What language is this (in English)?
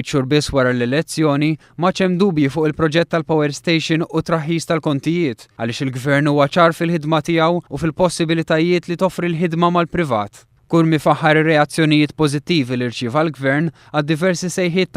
Maltese